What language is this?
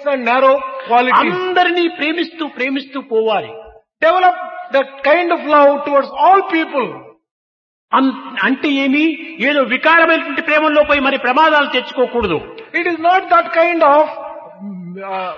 Telugu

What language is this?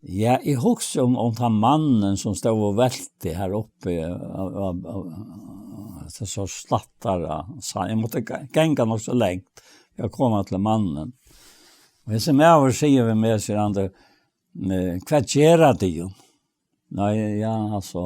Faroese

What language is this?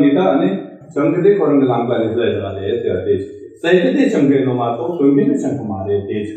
Tibetan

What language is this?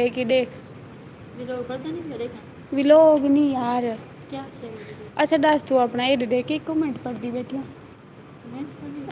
Saraiki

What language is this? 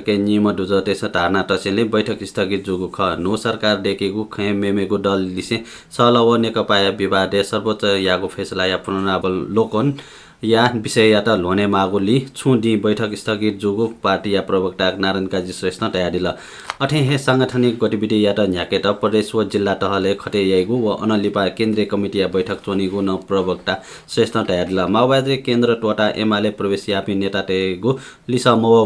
Newari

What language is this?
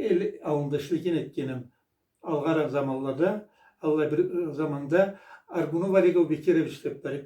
Karachay-Balkar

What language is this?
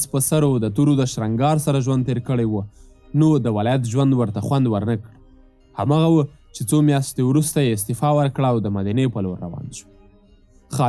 Pashto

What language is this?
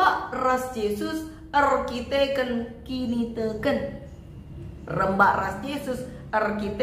Batak Karo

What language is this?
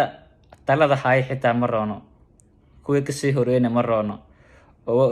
Somali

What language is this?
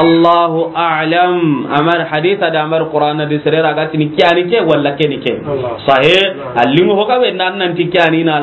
Soninke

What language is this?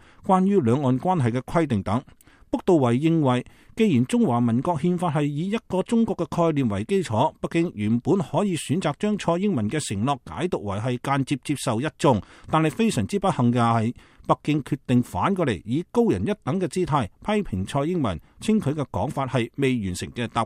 Cantonese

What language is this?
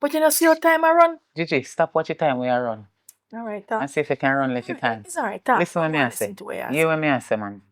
Jamaican Creole English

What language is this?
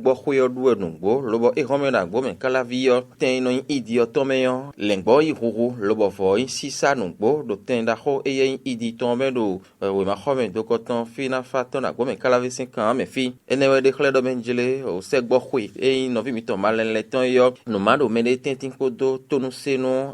Fon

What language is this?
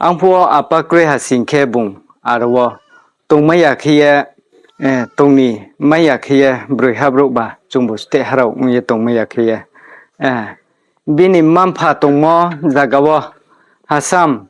Riang (India)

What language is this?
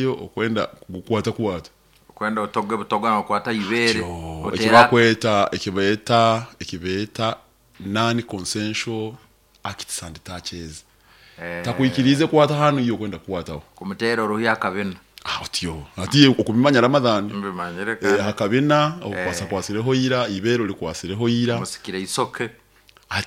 Nyoro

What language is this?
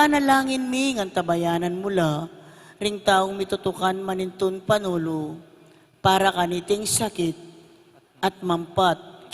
Pampanga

